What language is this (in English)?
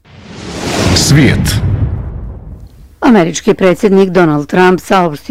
Bosnian